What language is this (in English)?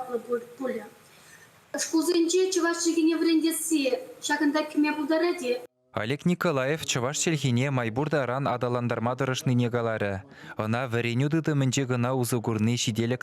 Chuvash